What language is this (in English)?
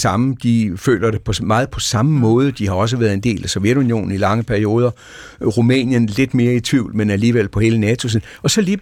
Danish